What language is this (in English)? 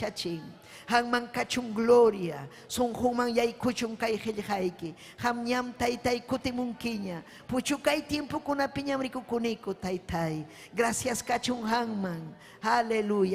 Ayacucho Quechua